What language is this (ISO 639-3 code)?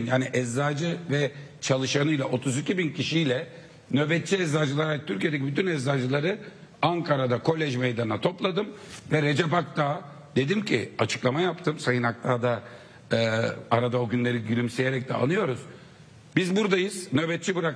tur